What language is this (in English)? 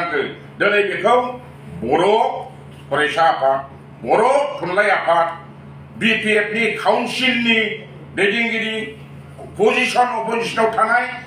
Bodo